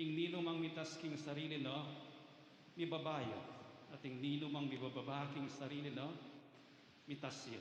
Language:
Pampanga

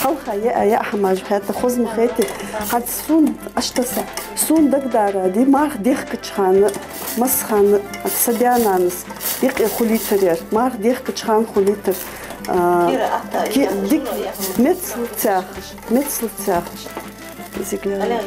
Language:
Ingush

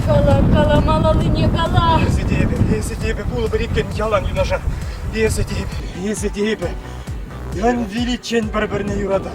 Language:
Chuvash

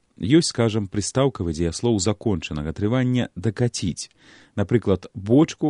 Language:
Belarusian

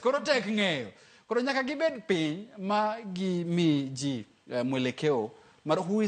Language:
Luo (Kenya and Tanzania)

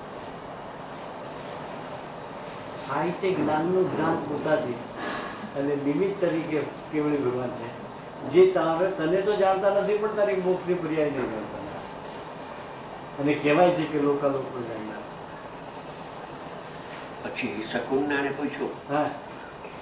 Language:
Gujarati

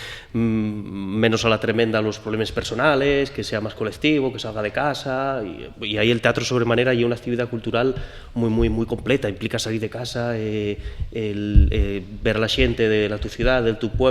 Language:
Asturian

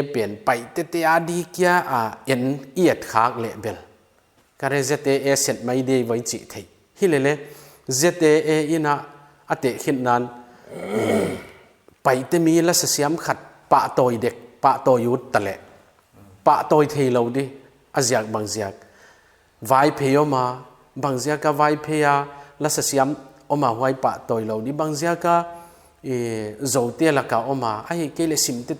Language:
Paite Chin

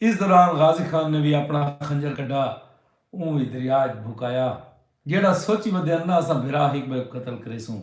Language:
Saraiki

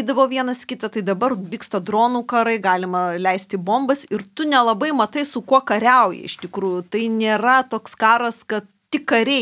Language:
Lithuanian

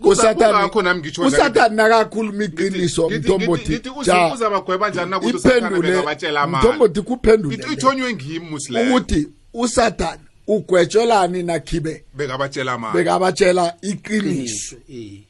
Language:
South Ndebele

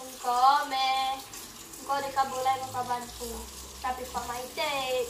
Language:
Iban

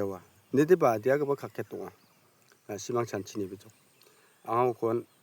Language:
Garo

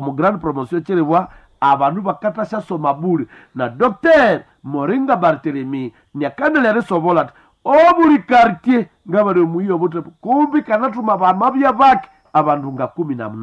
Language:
Nande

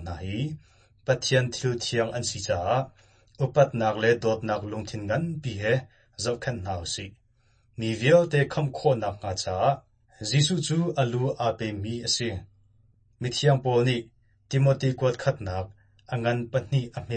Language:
Hakha Chin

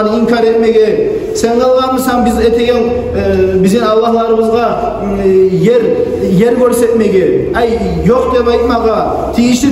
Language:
Kumyk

